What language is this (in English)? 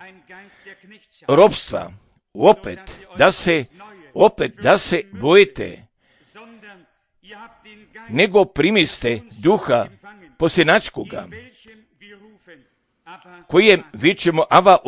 Croatian